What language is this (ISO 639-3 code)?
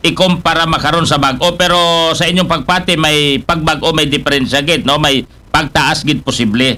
akl